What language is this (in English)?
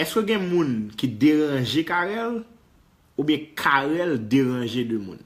Haitian Creole